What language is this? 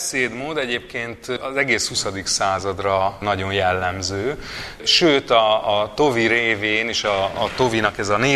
Hungarian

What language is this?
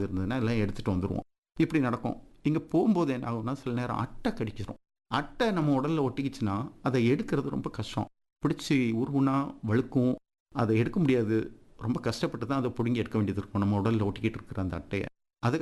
Tamil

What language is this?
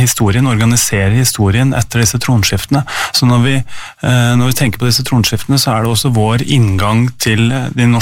Norwegian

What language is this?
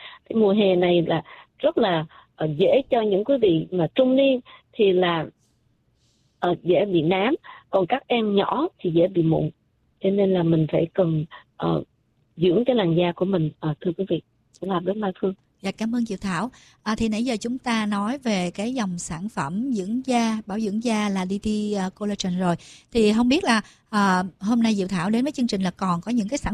Vietnamese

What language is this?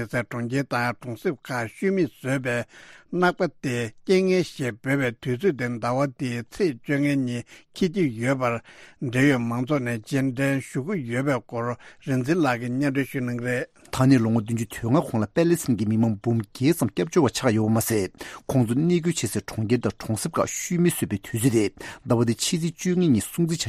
Tibetan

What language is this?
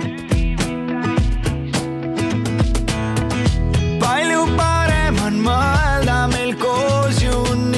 Estonian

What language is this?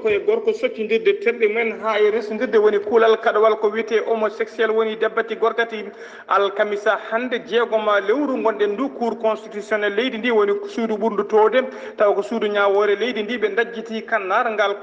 Fula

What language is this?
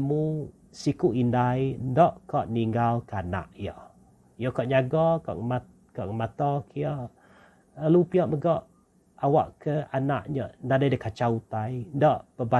Iban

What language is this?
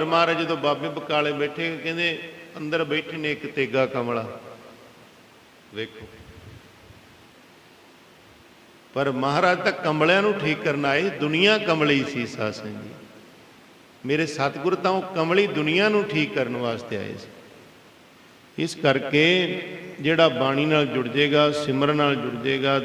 Punjabi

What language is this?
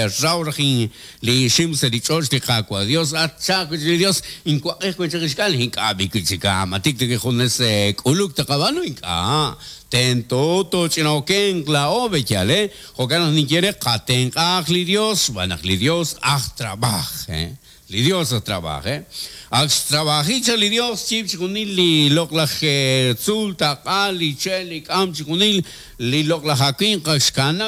Kekchí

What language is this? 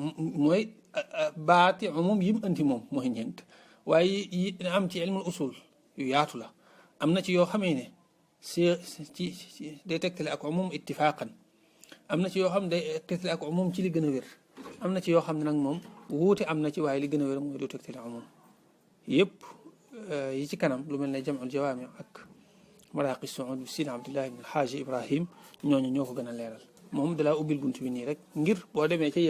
Wolof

